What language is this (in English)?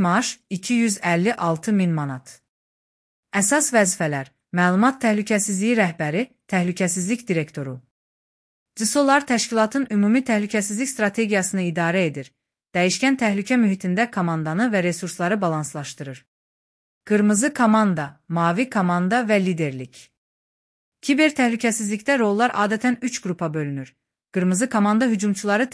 Azerbaijani